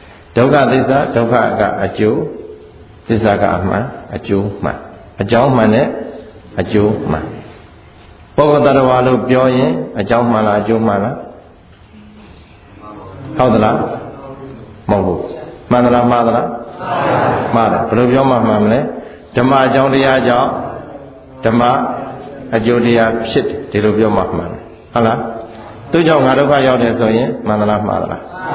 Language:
Burmese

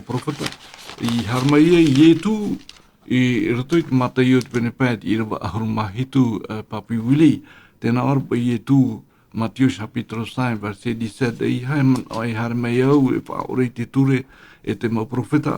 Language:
Tahitian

